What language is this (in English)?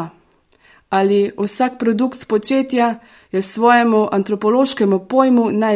Slovenian